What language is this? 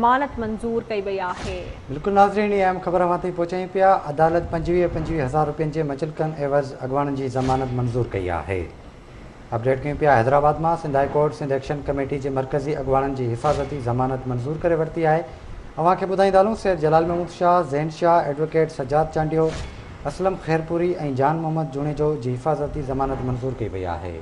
Sindhi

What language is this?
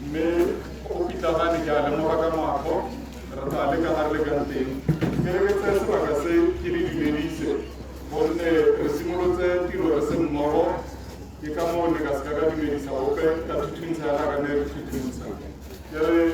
Tswana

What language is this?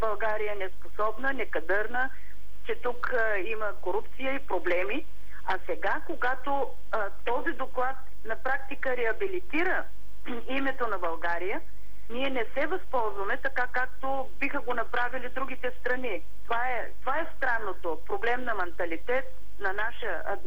Bulgarian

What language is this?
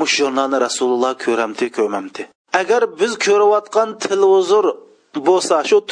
Uyghur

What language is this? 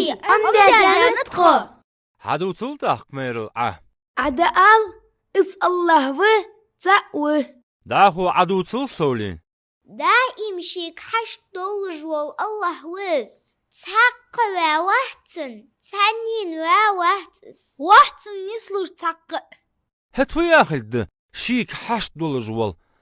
Ingush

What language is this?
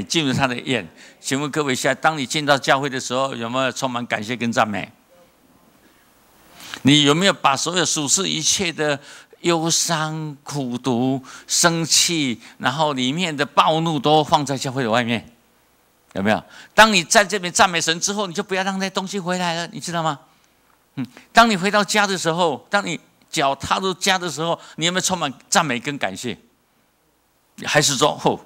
Chinese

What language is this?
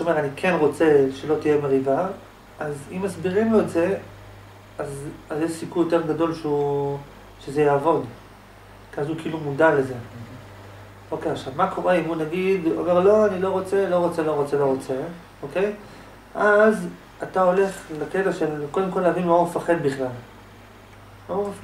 Hebrew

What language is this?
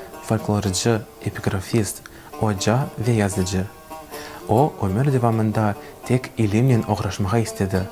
Crimean Tatar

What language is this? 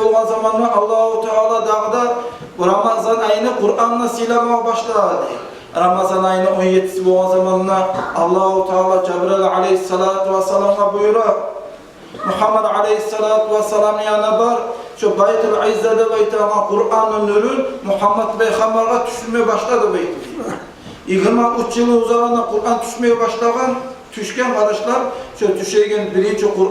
Kumyk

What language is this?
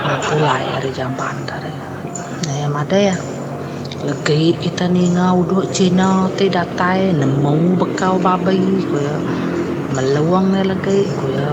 Iban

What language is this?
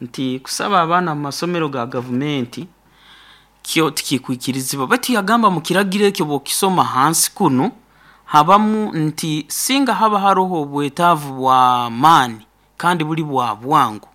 Nyoro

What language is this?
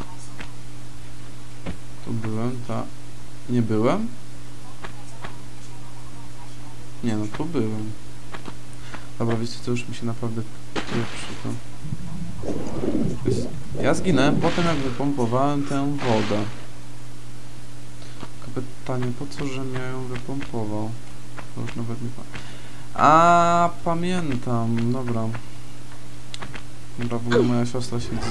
Polish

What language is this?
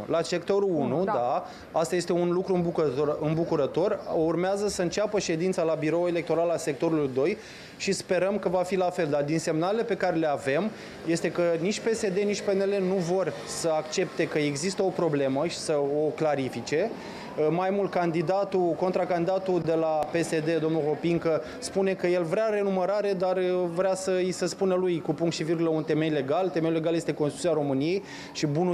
Romanian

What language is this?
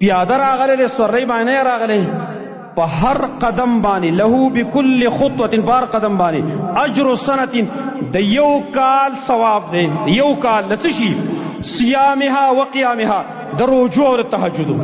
Pashto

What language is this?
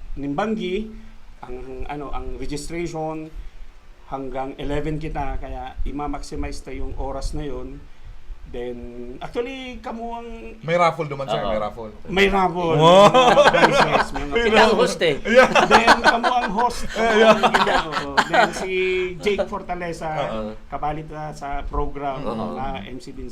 Bikol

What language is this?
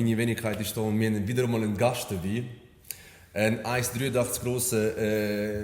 Swiss German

